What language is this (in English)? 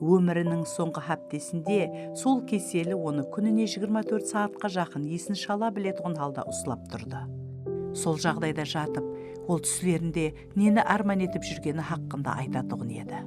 Kara-Kalpak